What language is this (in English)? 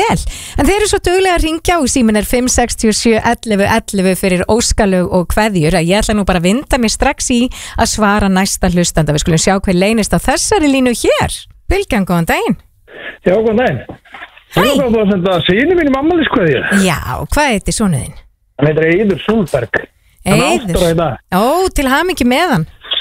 Icelandic